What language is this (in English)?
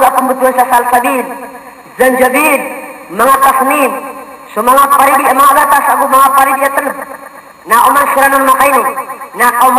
Maranao